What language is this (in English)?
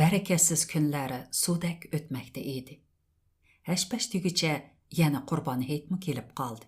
Uyghur